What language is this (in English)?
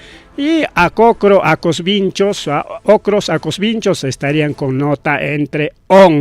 Ayacucho Quechua